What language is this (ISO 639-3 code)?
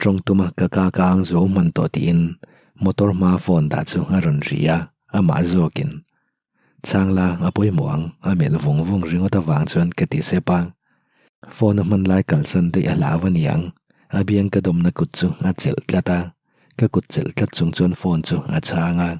lus